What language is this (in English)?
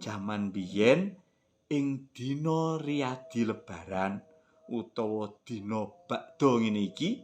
Javanese